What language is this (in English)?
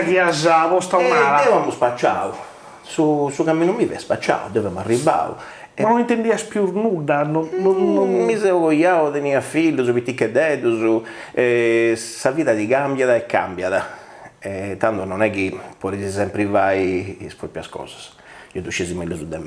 Sardinian